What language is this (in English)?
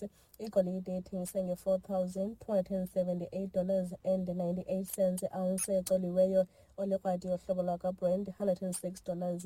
Xhosa